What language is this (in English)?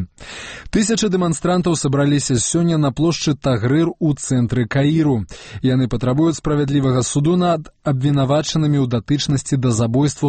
Belarusian